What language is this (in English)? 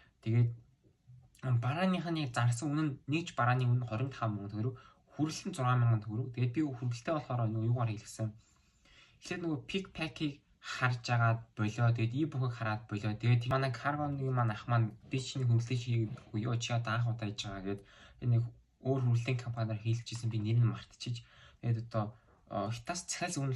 Mongolian